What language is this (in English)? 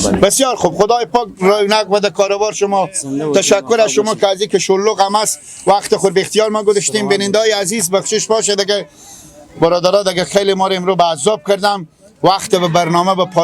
Persian